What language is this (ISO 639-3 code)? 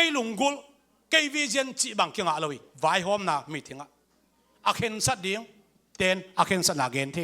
ctd